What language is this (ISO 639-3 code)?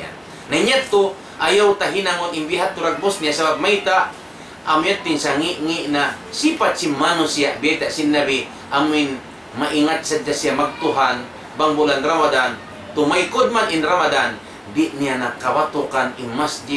tsg